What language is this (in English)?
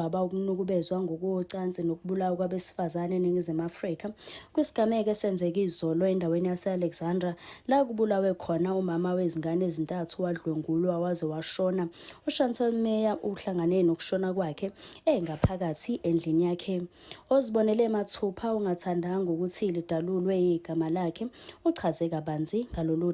Zulu